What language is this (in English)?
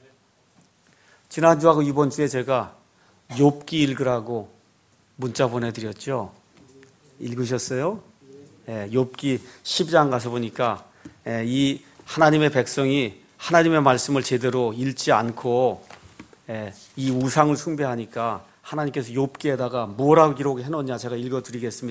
Korean